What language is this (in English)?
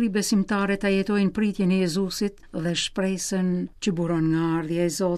Albanian